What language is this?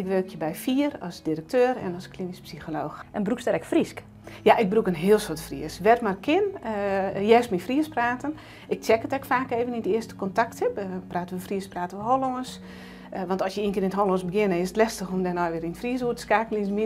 Western Frisian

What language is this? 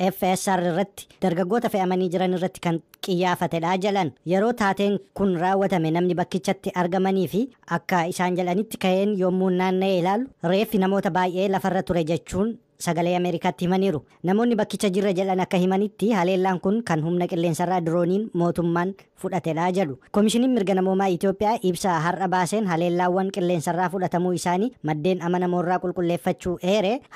Oromo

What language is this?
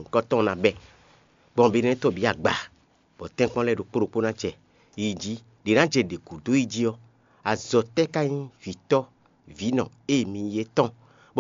Fon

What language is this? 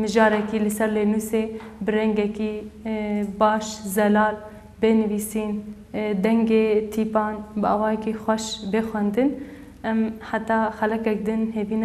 Kurdish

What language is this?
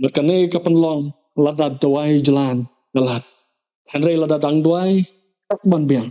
Khasi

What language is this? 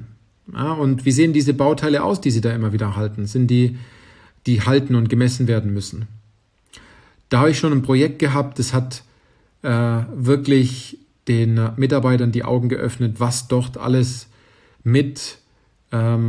German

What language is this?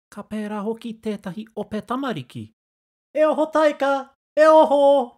Māori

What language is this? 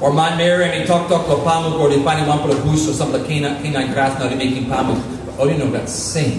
Tok Pisin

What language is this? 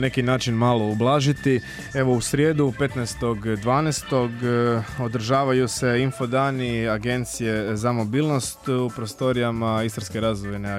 Croatian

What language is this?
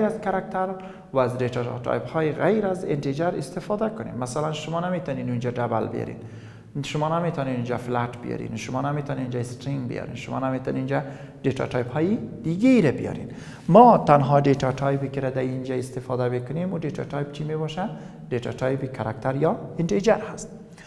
Persian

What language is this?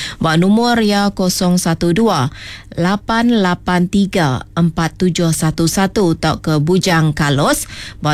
Iban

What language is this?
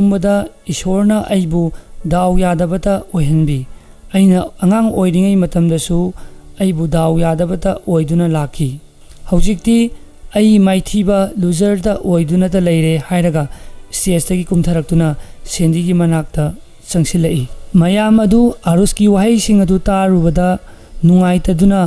Manipuri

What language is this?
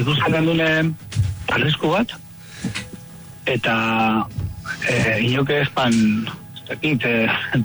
Basque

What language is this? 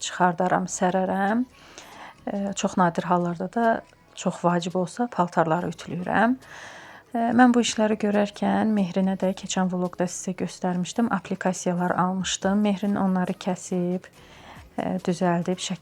Azerbaijani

